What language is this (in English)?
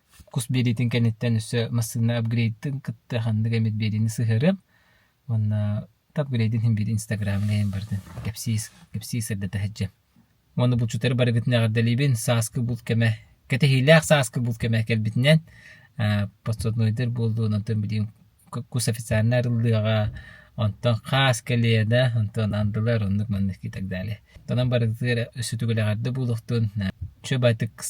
Yakut